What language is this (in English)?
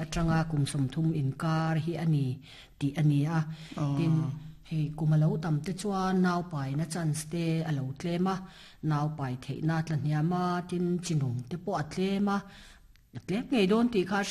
Mizo